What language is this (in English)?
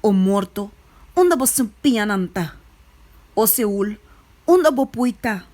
Papiamento